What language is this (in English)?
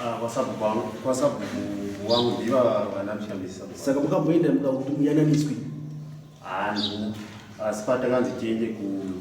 Shona